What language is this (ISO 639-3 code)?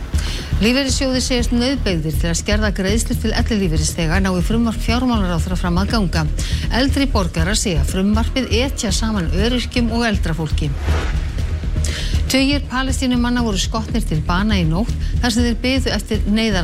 isl